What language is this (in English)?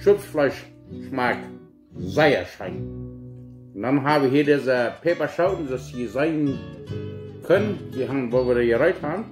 Plautdietsch